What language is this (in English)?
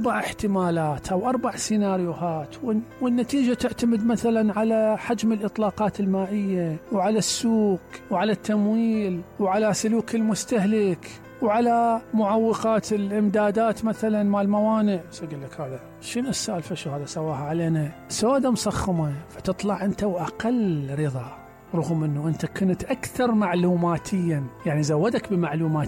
Mesopotamian Arabic